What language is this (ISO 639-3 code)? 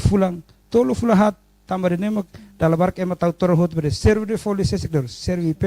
tet